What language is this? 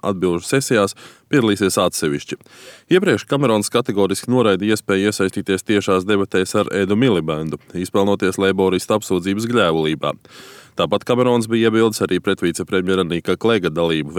Latvian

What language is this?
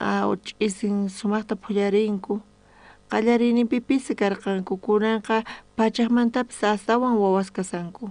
South Bolivian Quechua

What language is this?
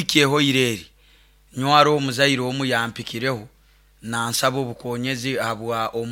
Nyoro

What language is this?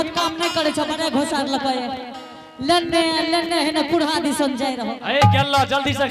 Angika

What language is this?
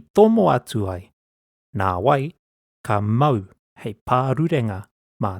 Māori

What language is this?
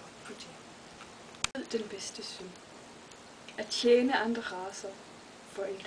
Danish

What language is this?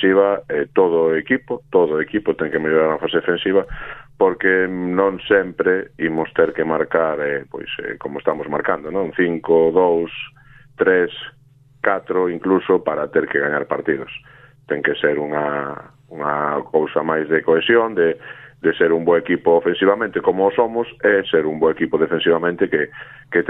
Galician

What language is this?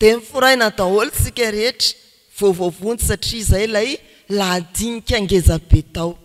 Malagasy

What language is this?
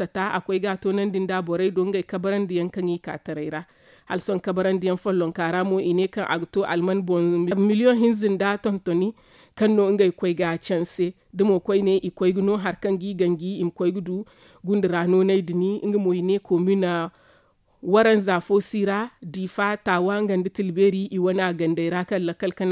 Zarma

